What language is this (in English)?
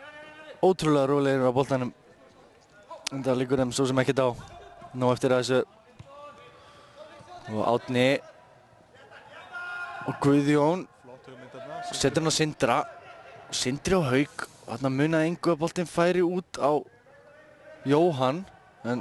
Icelandic